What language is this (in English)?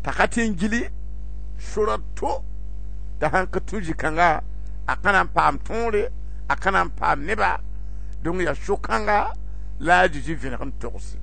Mossi